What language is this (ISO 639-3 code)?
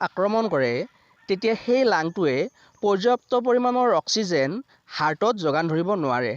asm